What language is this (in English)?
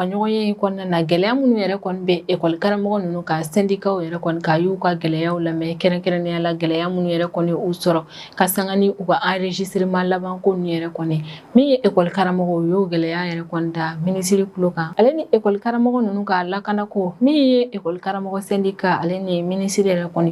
Bambara